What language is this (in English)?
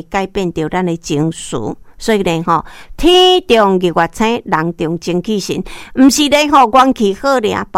Min Nan Chinese